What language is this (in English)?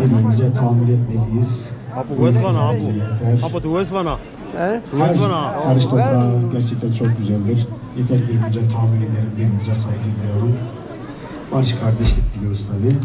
Zaza